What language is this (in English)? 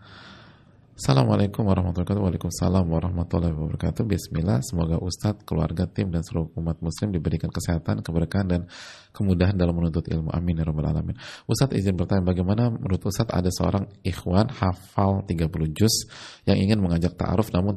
Indonesian